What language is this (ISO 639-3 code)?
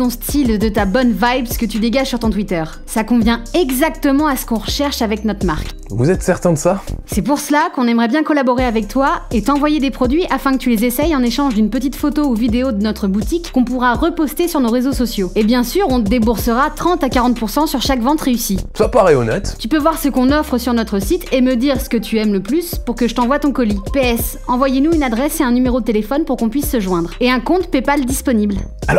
fra